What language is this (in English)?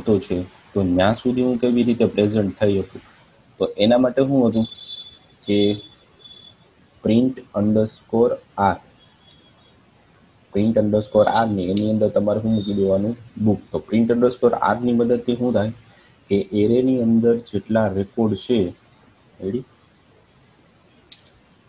Gujarati